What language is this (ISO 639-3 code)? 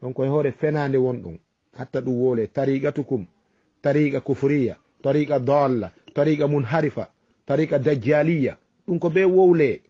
ful